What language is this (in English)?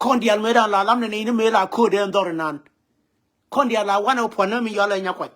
Nuer